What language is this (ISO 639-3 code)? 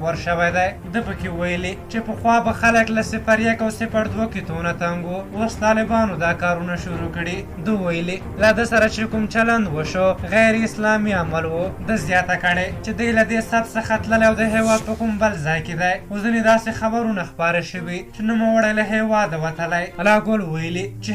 pus